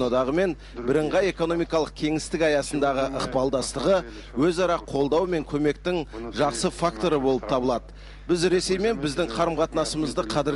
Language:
Kazakh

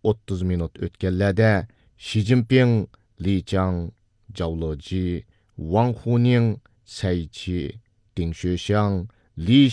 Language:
Uyghur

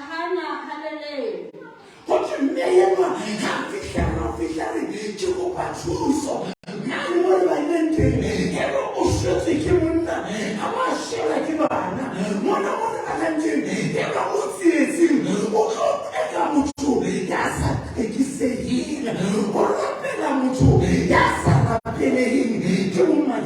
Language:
Southern Sotho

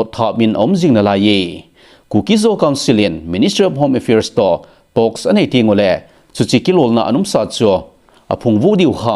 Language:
Thado Chin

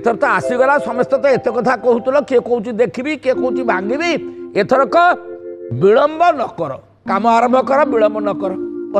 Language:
Odia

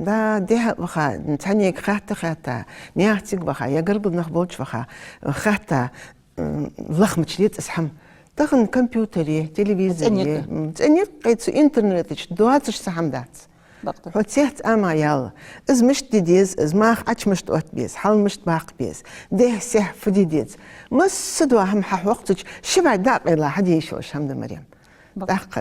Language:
Ingush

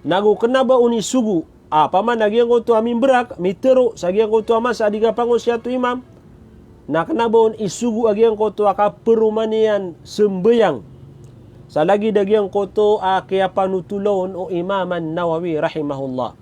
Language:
Maranao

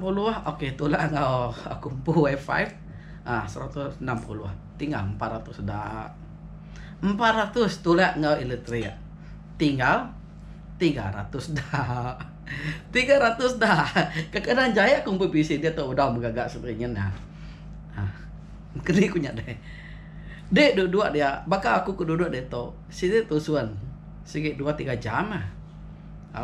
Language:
Iban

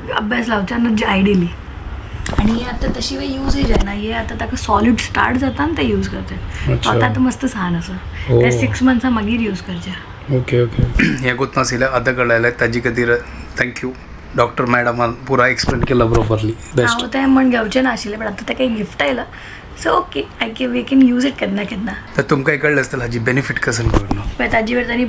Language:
Konkani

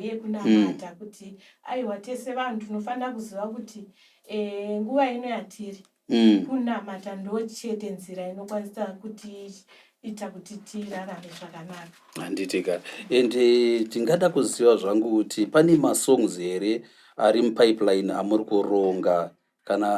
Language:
Shona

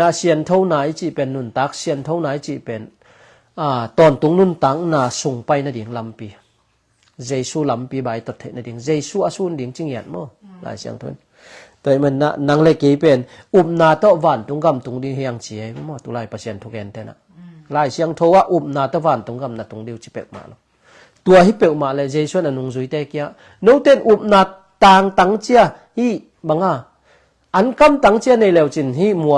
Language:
Tedim Chin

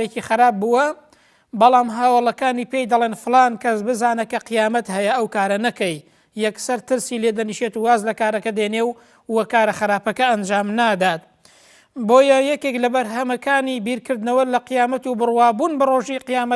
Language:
Central Kurdish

